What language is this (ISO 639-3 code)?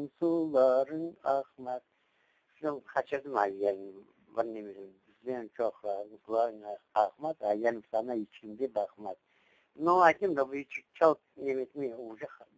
crh